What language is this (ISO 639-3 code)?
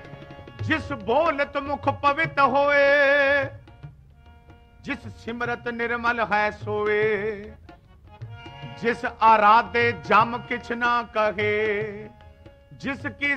pan